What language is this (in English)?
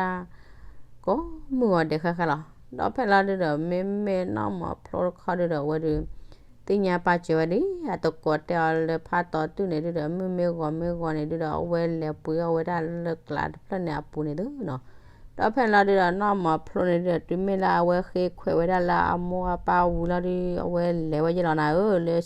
S'gaw Karen